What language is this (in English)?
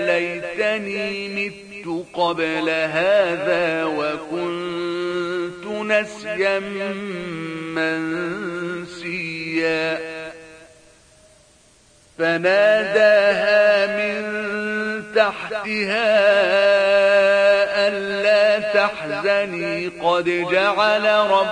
Arabic